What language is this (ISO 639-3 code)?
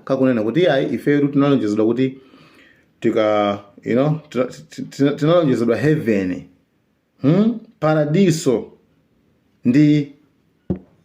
nya